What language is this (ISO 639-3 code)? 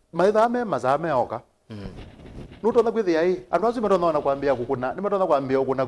kam